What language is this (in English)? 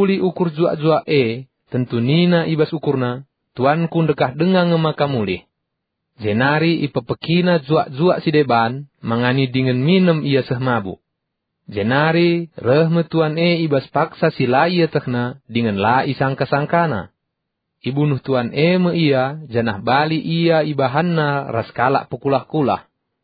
Batak Karo